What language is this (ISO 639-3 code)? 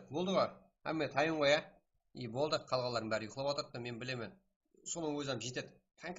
kaa